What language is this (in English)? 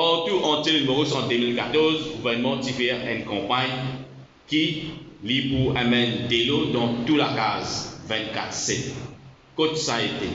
Morisyen